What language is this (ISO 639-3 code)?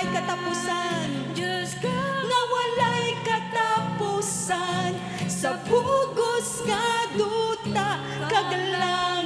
hil